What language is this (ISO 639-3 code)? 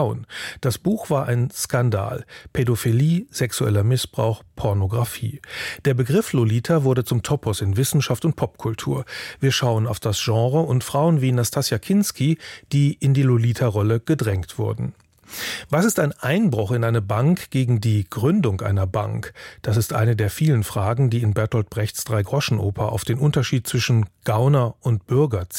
deu